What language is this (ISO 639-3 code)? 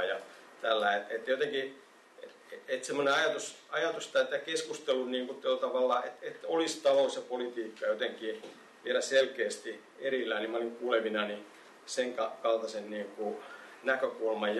fin